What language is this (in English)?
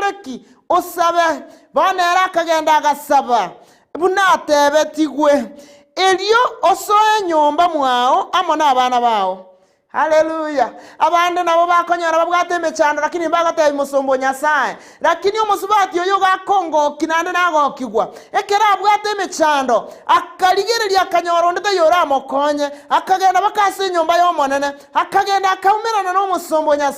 Gusii